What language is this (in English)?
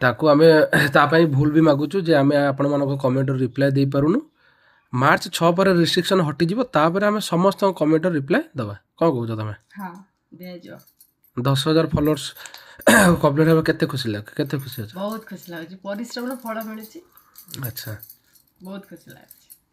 Odia